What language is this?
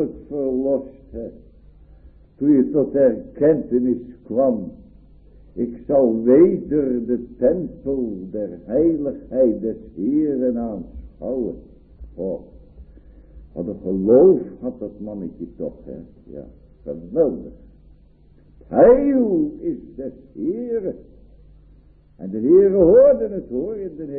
Dutch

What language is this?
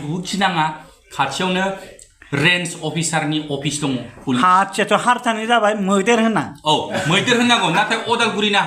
Bodo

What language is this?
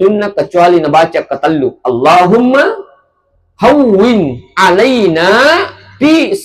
Buginese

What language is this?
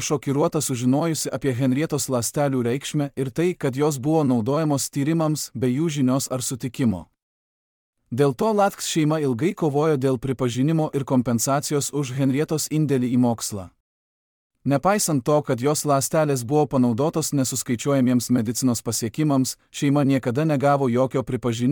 Lithuanian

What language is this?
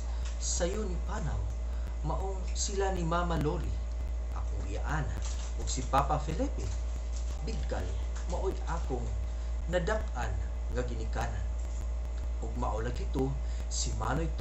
Cebuano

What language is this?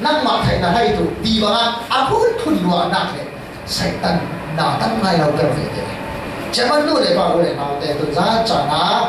Falam Chin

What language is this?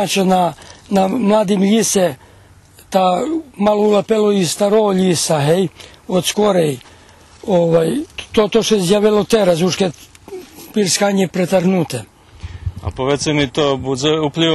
Rusyn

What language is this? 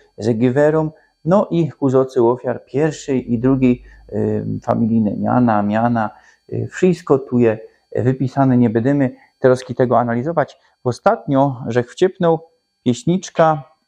Silesian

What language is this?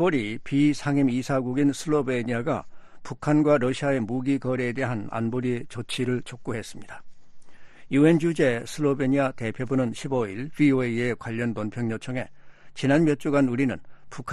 Korean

